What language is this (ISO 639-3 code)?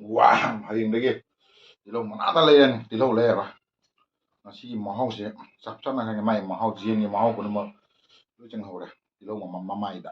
mni